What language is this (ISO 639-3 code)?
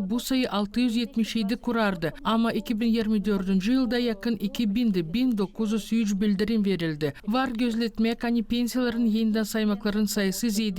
gag